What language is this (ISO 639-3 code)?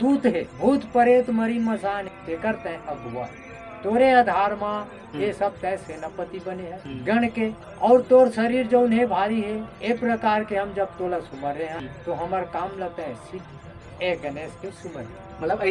hne